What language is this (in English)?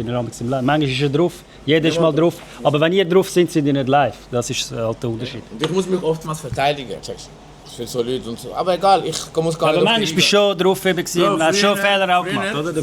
Swiss German